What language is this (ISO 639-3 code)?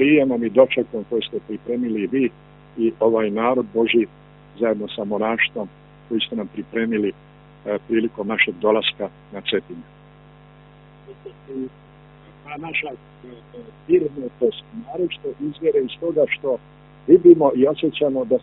srp